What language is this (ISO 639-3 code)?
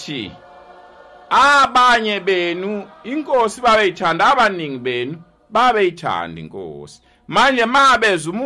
zul